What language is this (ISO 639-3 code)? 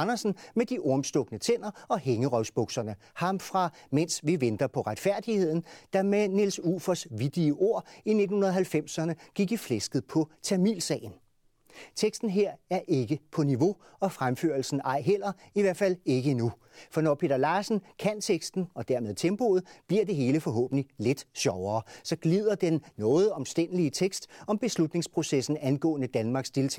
dan